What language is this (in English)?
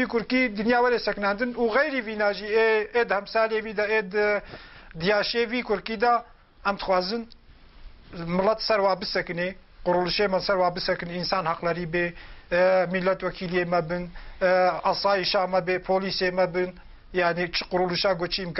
Kurdish